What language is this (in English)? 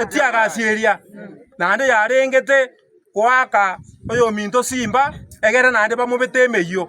Gusii